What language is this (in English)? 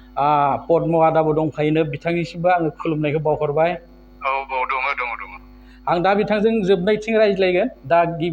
Bodo